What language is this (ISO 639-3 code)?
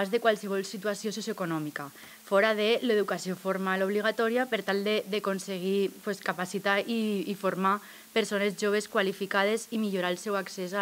cat